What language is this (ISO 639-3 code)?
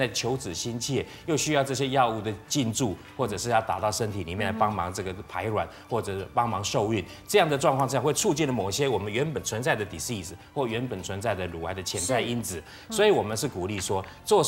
zho